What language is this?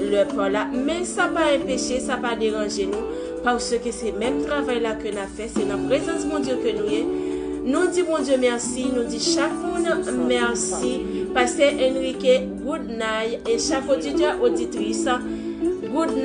Haitian Creole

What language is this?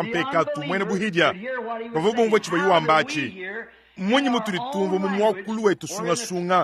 Luba-Lulua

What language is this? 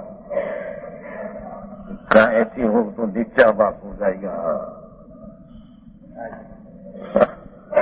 Hindi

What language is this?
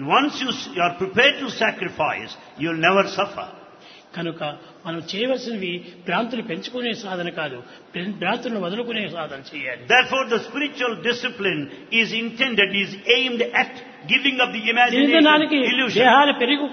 Telugu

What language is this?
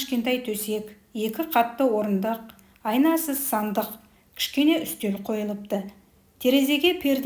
Kazakh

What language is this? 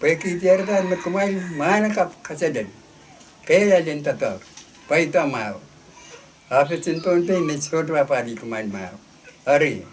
Pohnpeian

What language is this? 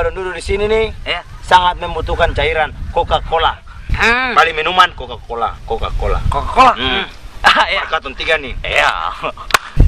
Ambonese Malay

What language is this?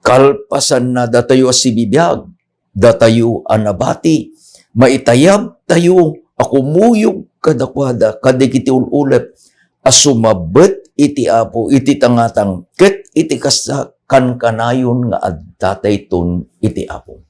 Iloko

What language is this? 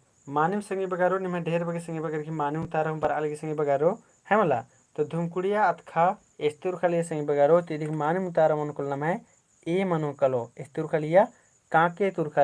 Kurukh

